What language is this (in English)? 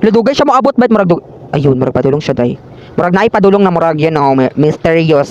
Cebuano